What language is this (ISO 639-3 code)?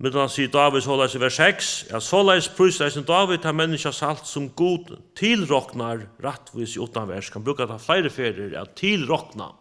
fao